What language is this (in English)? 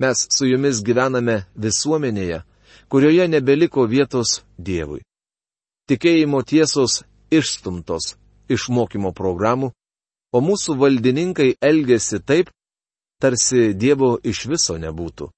Lithuanian